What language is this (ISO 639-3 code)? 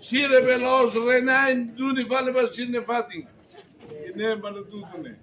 tet